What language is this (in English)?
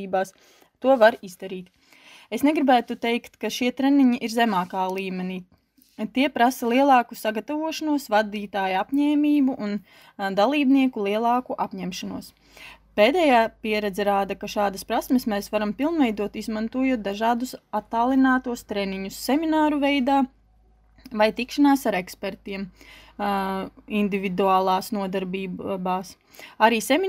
Latvian